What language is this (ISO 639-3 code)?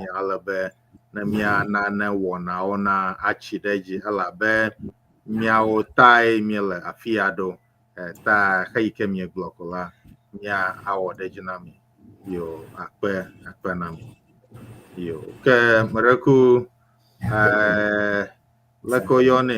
ewe